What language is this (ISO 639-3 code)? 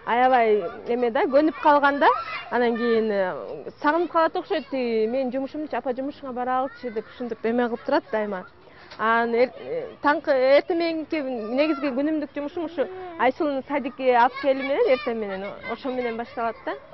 kir